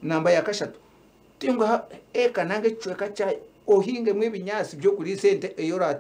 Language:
Nyankole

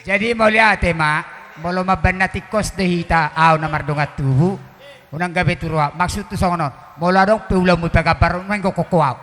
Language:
Batak Toba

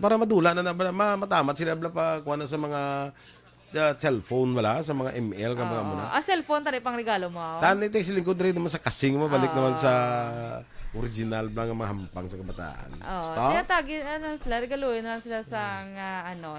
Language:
Hiligaynon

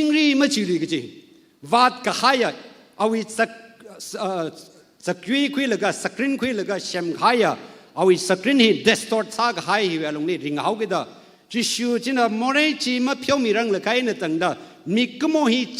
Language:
Tangkhul Naga (India)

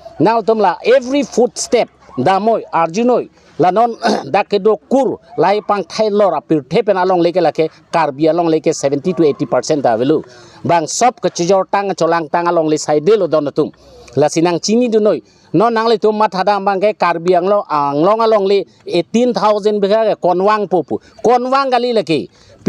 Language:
Karbi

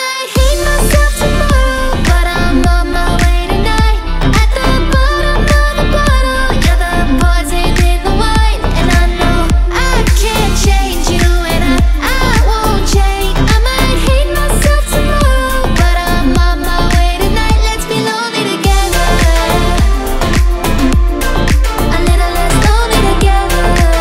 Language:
English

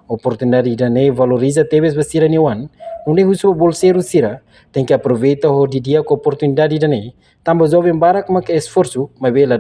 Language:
Tetum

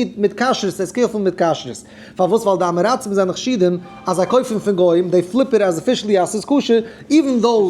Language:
Yiddish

